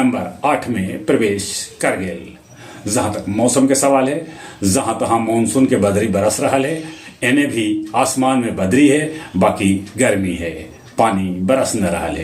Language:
Magahi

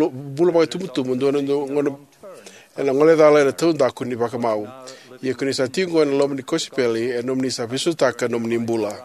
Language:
Fijian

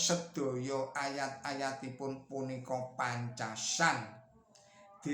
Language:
Javanese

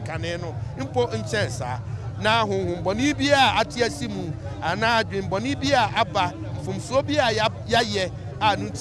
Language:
Akan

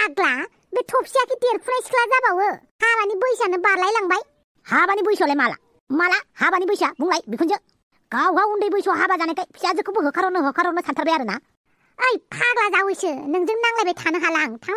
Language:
Bodo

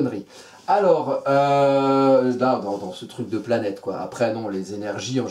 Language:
French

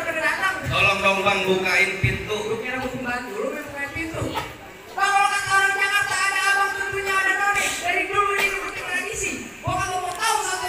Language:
Betawi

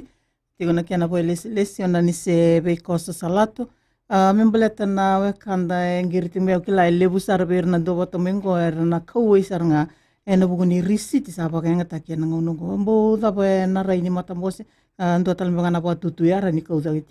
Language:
Fijian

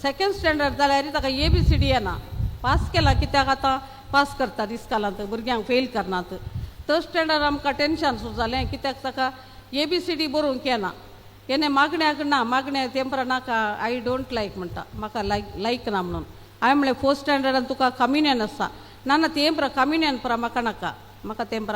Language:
Konkani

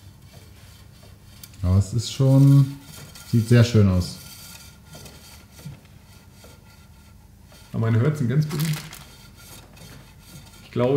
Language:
German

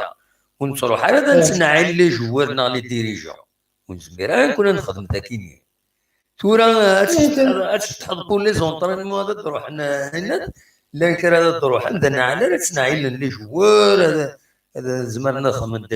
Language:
Kabyle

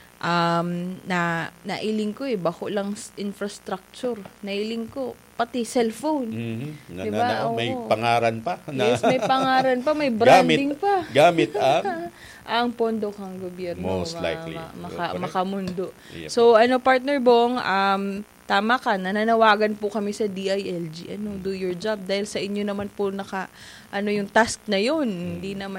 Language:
Bikol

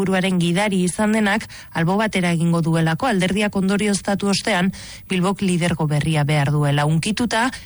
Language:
Basque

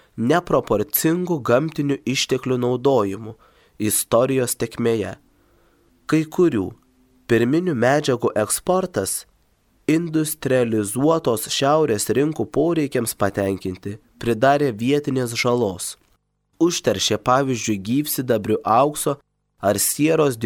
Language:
Lithuanian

